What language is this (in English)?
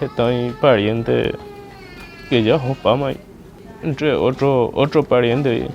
Guarani